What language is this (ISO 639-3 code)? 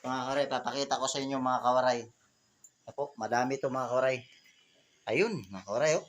war